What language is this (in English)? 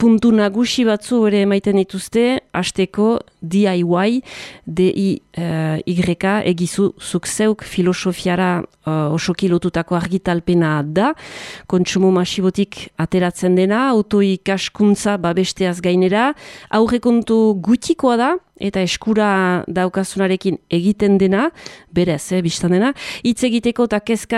Basque